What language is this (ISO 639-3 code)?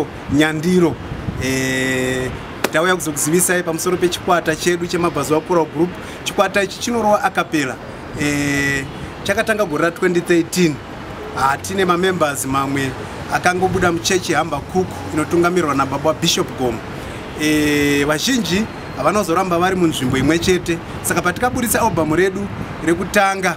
sna